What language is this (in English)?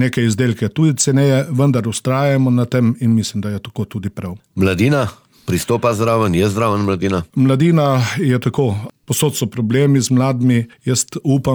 Slovenian